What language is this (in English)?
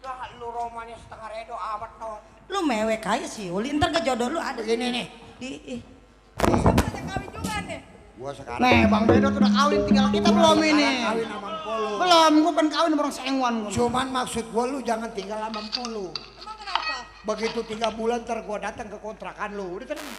Betawi